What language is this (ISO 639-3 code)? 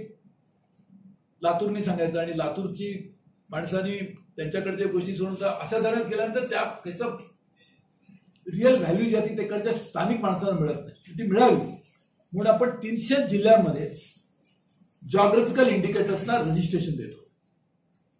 mar